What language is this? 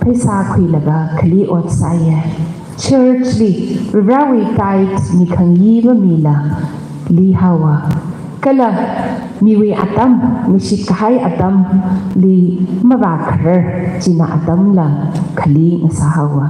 Tangkhul Naga (India)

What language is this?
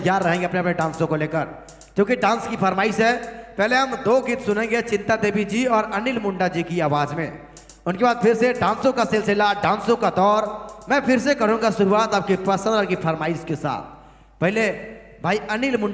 Sadri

